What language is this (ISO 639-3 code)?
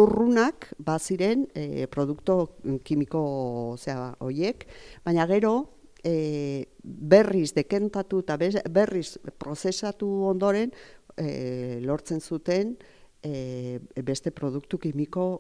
eus